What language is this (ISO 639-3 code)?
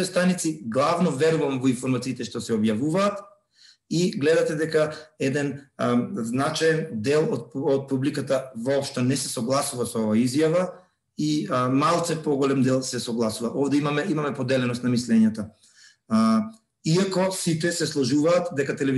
mkd